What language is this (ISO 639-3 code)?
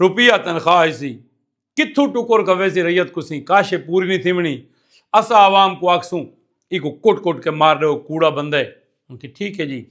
skr